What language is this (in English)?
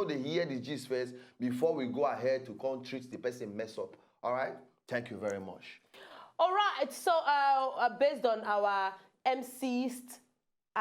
Nigerian Pidgin